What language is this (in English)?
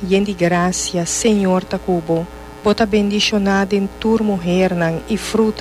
Papiamento